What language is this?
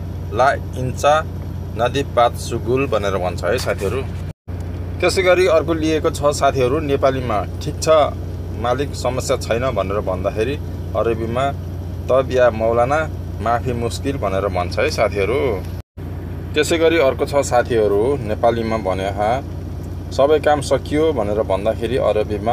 Nepali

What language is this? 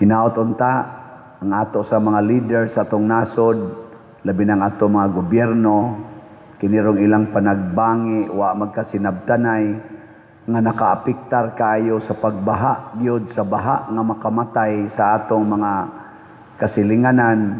Cebuano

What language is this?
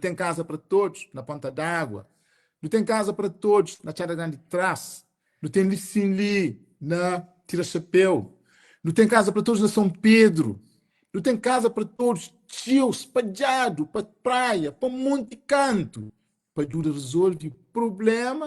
Kabuverdianu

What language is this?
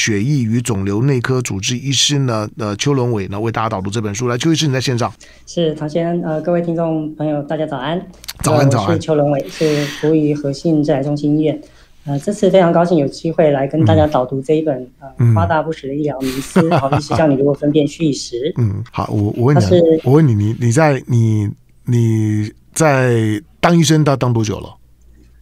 Chinese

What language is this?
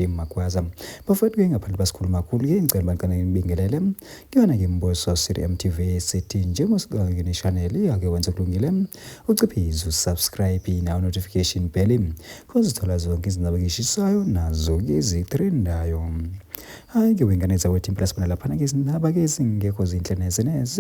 Zulu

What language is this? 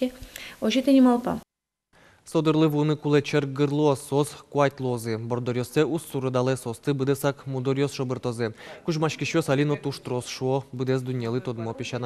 Udmurt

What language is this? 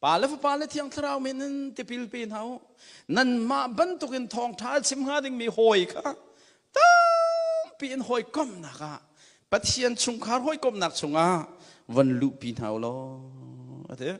Hakha Chin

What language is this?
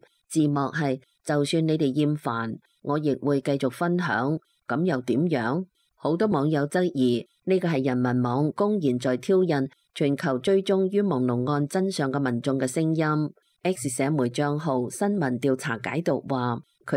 Cantonese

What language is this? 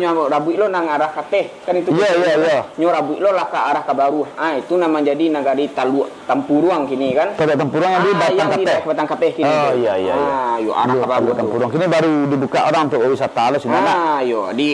Minangkabau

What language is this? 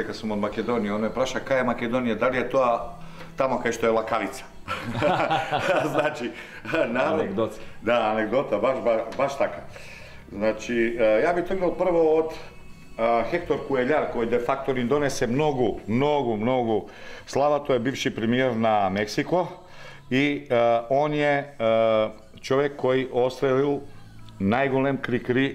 Macedonian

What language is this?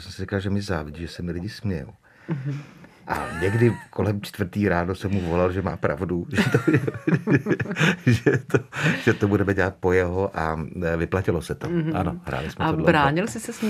Czech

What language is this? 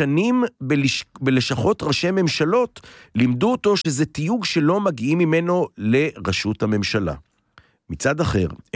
Hebrew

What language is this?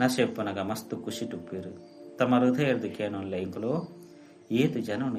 Tulu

